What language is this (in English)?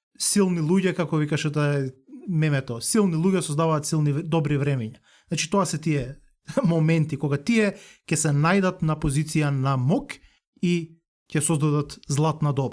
Macedonian